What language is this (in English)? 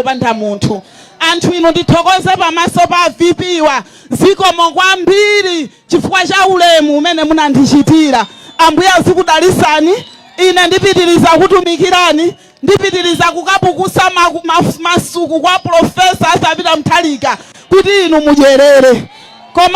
Nyanja